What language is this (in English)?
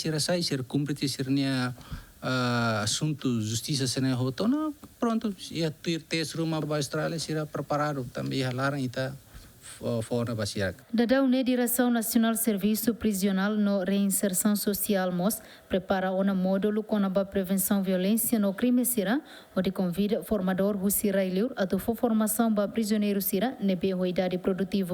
Tetum